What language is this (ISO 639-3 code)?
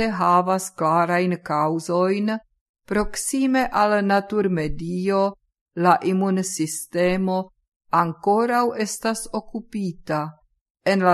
epo